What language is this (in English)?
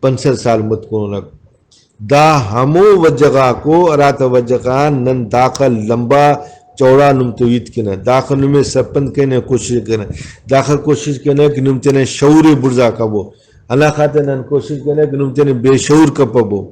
Brahui